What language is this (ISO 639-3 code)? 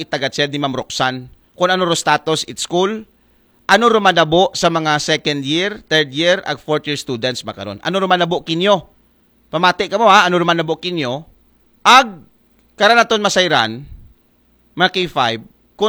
akl